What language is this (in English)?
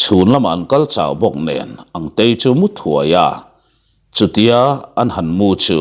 Mizo